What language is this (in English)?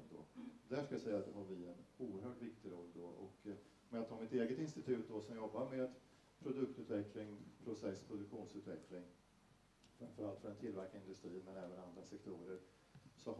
Swedish